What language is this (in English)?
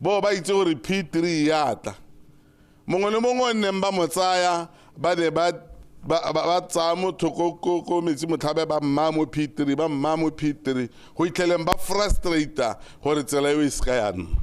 Tswana